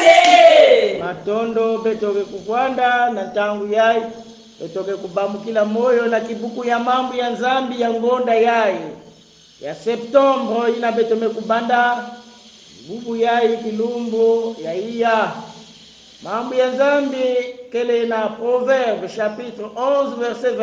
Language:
Kongo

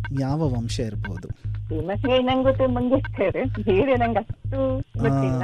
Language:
Kannada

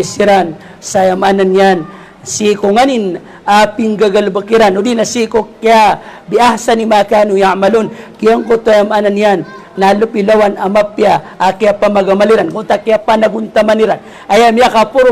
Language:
Maranao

